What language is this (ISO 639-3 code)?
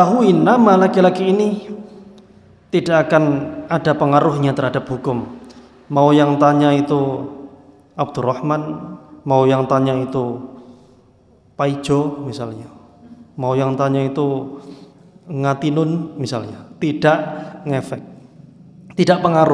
ind